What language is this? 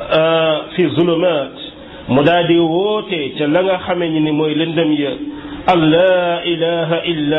Wolof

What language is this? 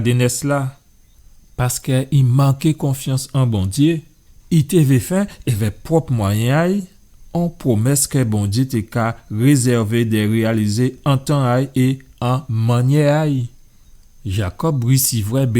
Guadeloupean Creole French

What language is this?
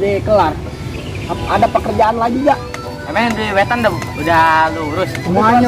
Betawi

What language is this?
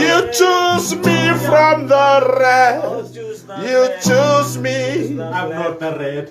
Fijian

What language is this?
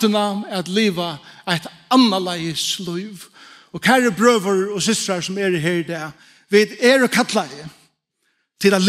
Faroese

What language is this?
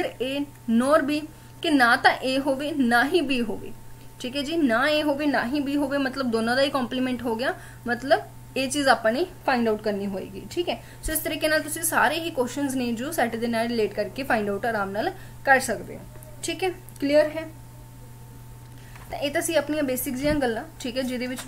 Punjabi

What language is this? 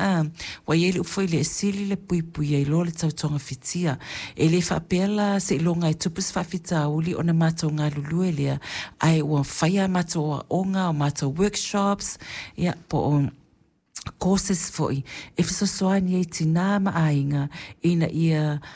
Samoan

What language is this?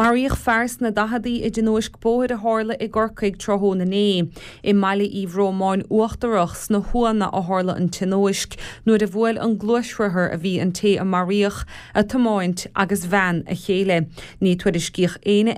Irish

